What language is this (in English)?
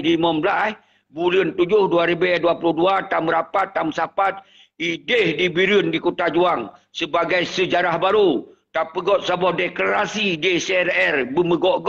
Achinese